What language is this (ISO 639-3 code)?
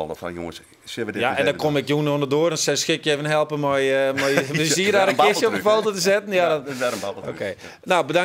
fry